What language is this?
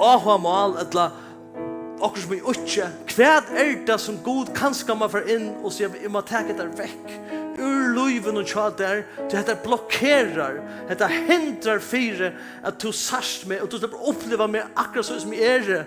Faroese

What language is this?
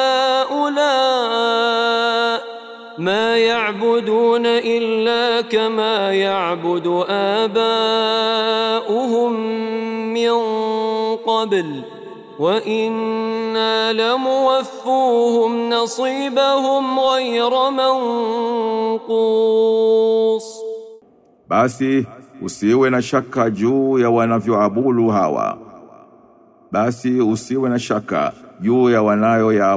Swahili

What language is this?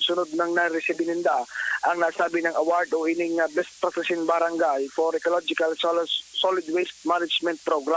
Bikol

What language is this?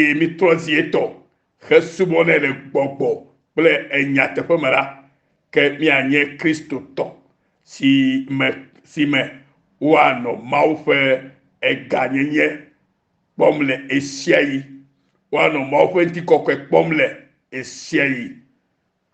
Ewe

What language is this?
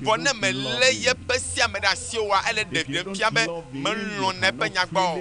Ewe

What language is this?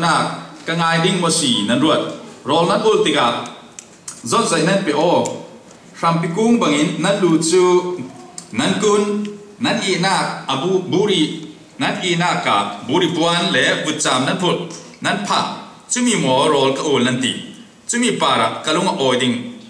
Falam Chin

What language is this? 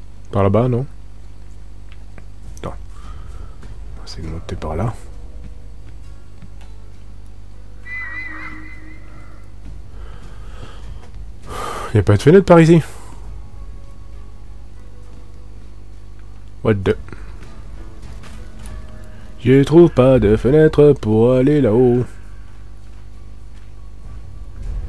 French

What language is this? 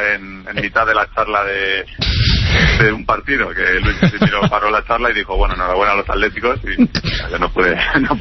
Spanish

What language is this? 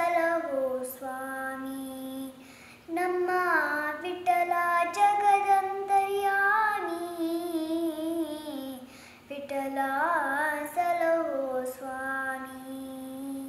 Kannada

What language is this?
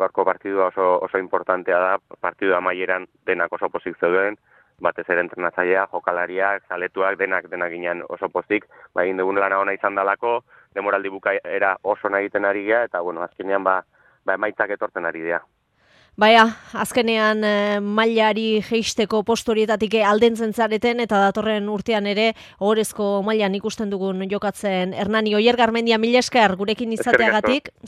Basque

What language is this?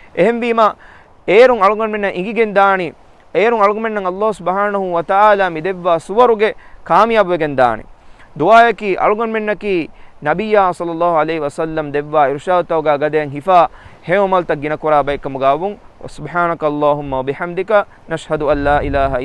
Divehi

